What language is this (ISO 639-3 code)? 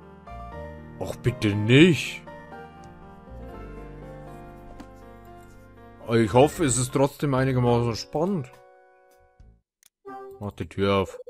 deu